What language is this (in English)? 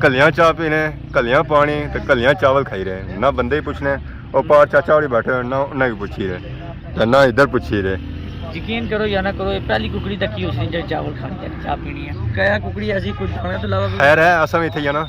Pahari-Potwari